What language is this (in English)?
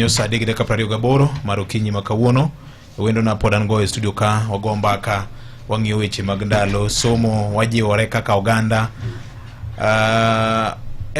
Luo (Kenya and Tanzania)